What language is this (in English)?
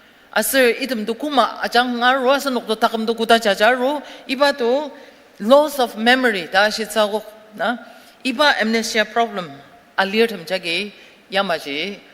Ao Naga